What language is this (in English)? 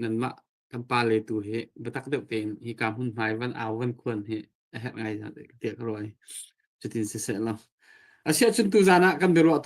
Hakha Chin